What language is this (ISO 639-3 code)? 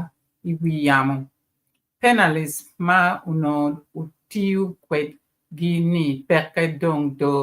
ach